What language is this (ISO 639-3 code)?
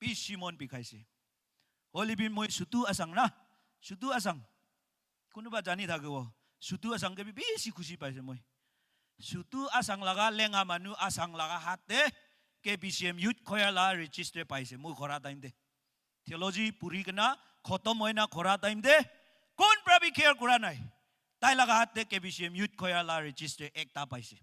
nag